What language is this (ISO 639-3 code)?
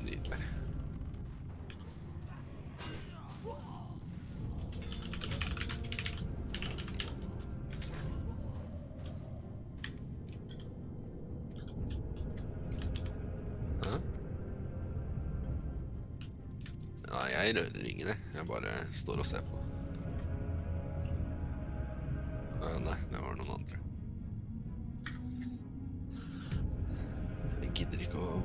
nor